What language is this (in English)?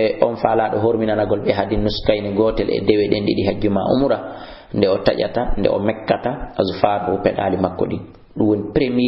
Fula